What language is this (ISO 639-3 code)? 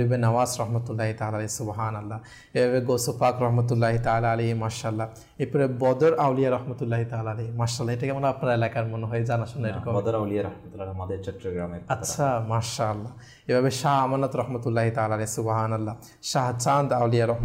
ben